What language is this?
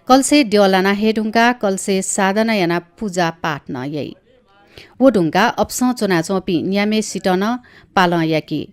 Newari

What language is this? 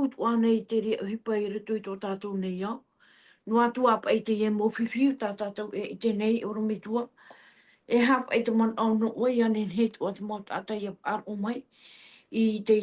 Tahitian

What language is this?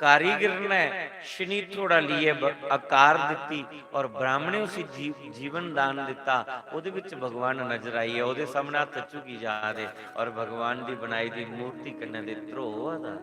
Dogri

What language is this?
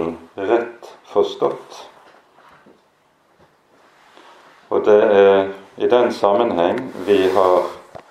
Norwegian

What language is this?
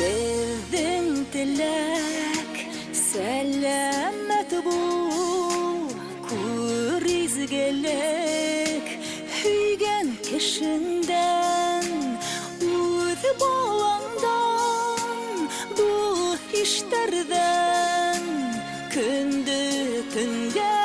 Bashkir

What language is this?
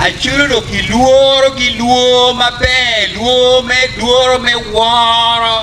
Acoli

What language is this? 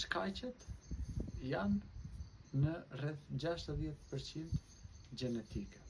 Albanian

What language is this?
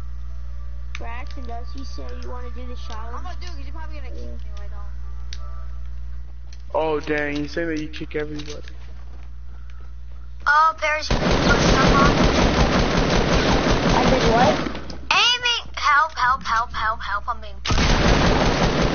English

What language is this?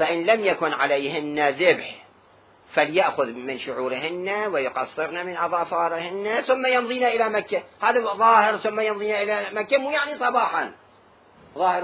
Mesopotamian Arabic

